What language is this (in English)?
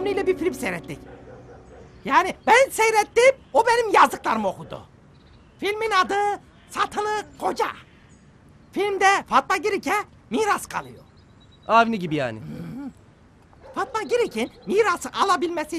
Turkish